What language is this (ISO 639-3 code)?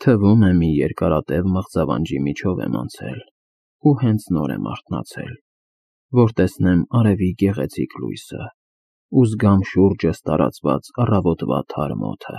hye